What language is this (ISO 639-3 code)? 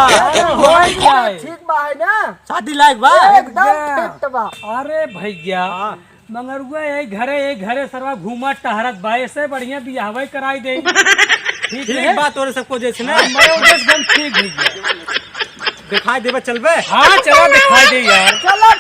awa